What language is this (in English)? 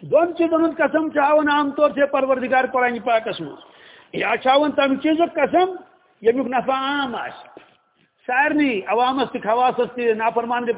Kashmiri